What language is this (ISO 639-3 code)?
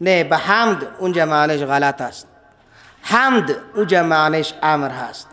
fas